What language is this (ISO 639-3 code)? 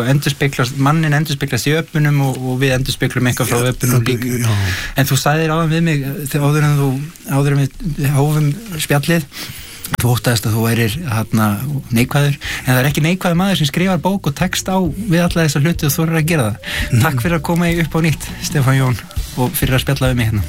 isl